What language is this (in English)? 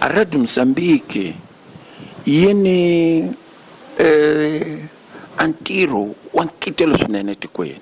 Tsonga